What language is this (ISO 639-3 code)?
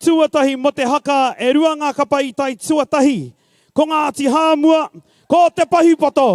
mri